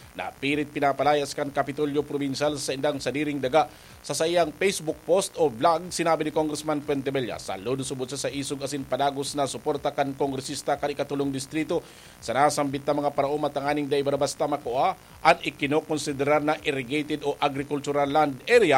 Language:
Bikol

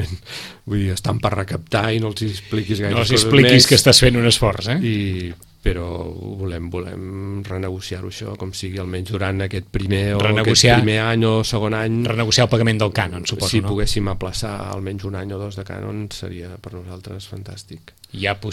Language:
Catalan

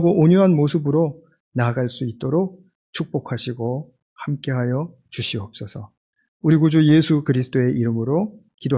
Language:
Korean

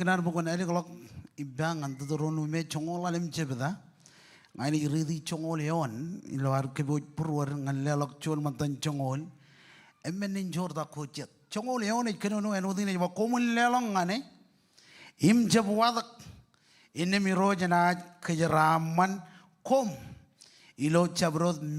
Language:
Marshallese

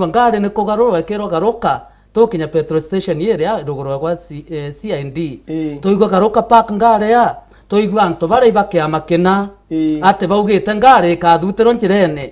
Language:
Meru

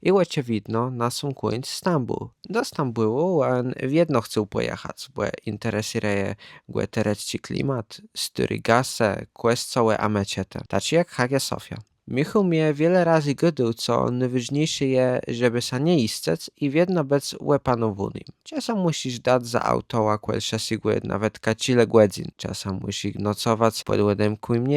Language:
Kashubian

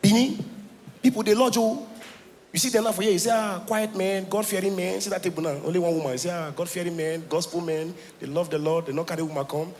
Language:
Nigerian Pidgin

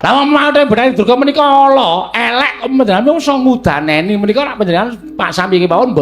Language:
Javanese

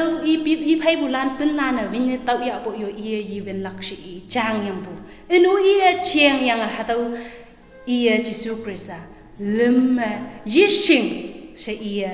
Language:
Konyak Naga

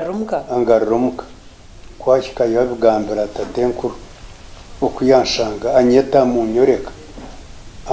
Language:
Nyankole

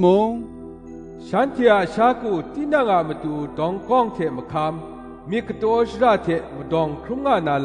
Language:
Kachin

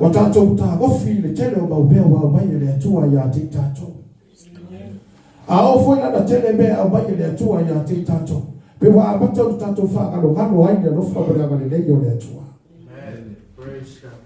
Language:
Samoan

